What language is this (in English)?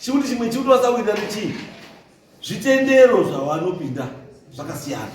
Shona